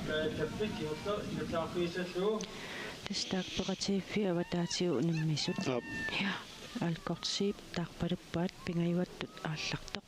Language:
Kalaallisut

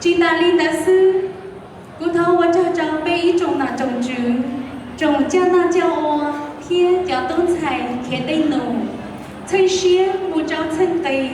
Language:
Hmong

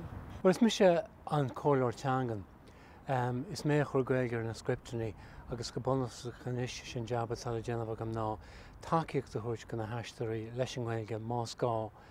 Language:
Irish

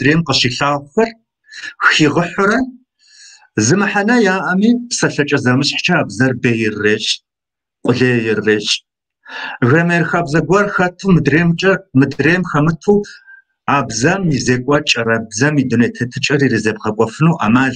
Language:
Kabardian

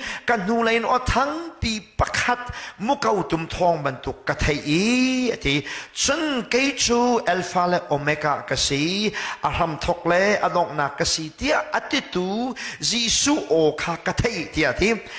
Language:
Hakha Chin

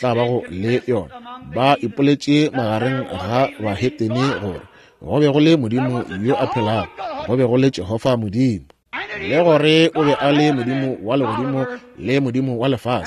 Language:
Northern Sotho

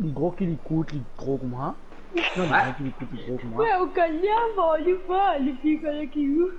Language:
Morisyen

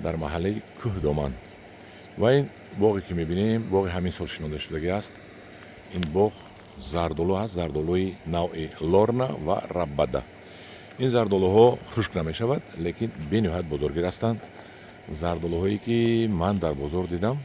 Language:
Tajik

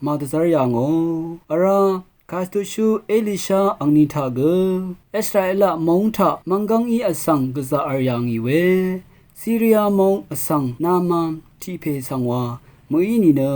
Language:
Rawang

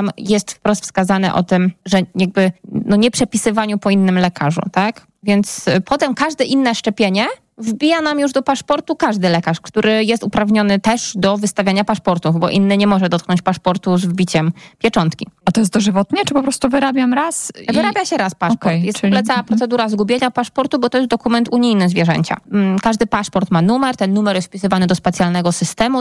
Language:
Polish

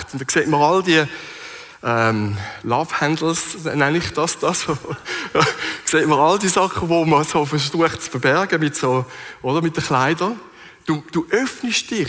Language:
Swiss German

